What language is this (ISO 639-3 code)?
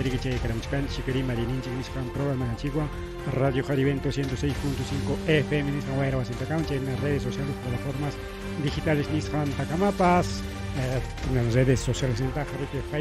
quy